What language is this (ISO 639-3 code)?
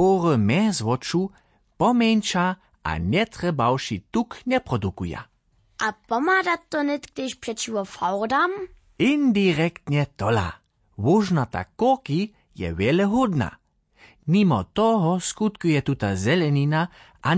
hsb